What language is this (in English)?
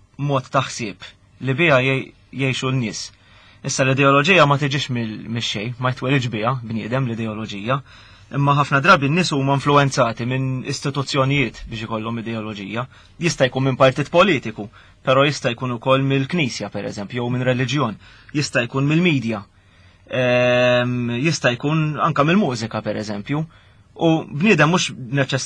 Maltese